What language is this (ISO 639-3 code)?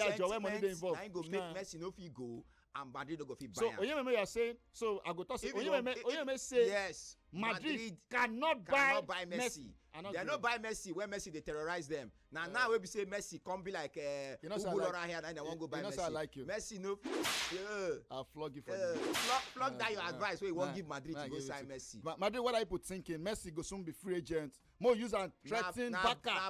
pcm